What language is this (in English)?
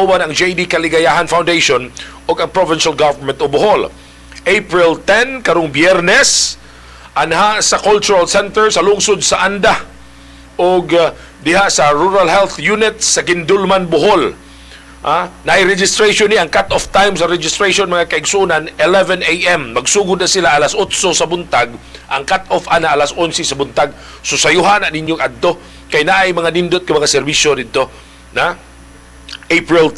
Cebuano